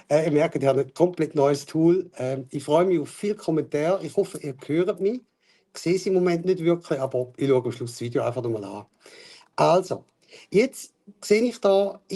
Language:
Swiss German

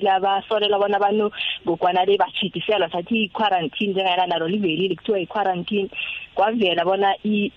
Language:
South Ndebele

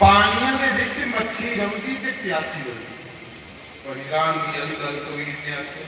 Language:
Dogri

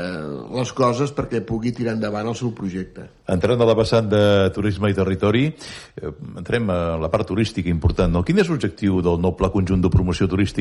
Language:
Catalan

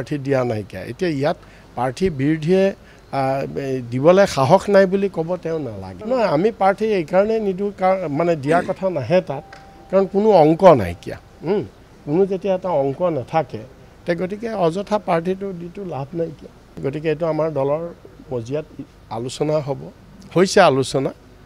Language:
Assamese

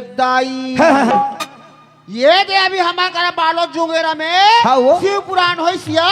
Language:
Chhattisgarhi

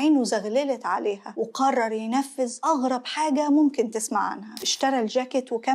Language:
Egyptian Arabic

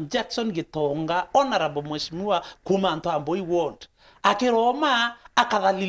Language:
Meru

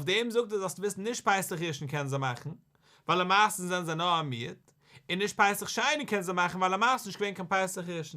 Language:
Yiddish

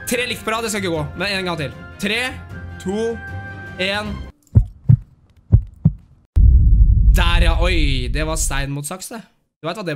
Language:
Norwegian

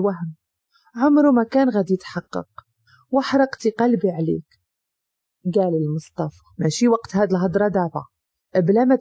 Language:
Moroccan Arabic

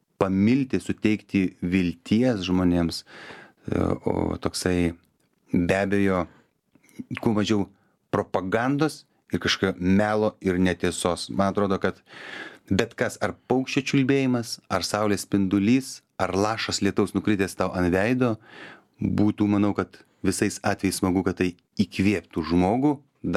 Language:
Lithuanian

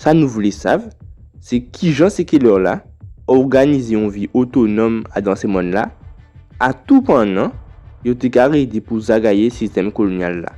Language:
Guadeloupean Creole French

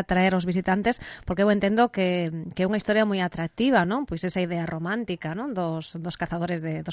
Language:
Galician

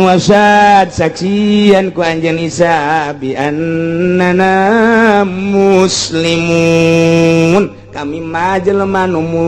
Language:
Sundanese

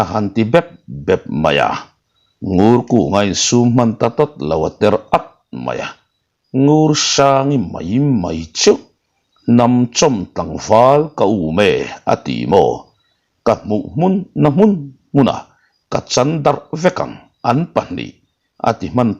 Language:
Mizo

